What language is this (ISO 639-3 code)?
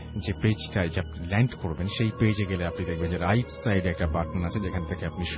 ben